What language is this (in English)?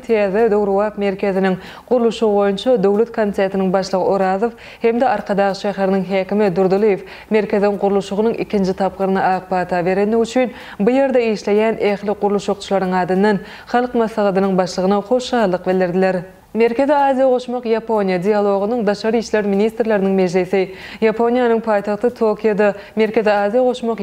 Turkmen